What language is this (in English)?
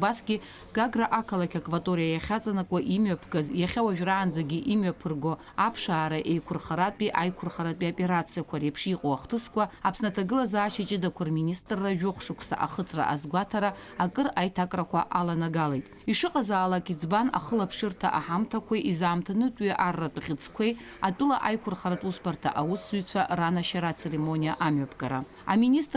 Abkhazian